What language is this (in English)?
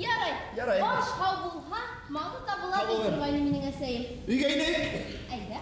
Bashkir